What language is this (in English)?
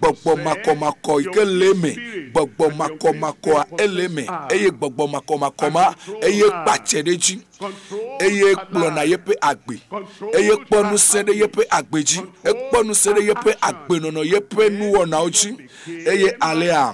Ewe